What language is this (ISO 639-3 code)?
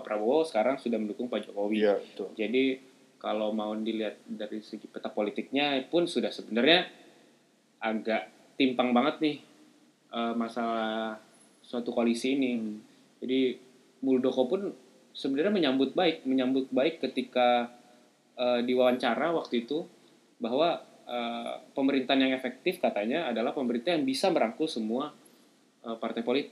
ind